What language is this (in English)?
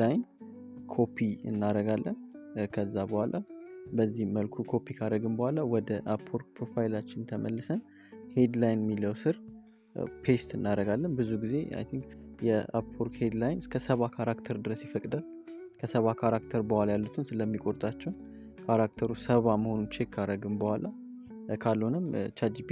Amharic